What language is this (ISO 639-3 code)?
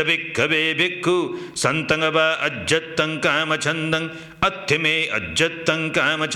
pli